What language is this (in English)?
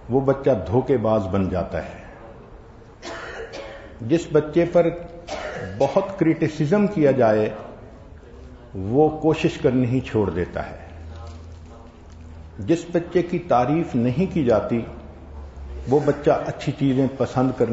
Urdu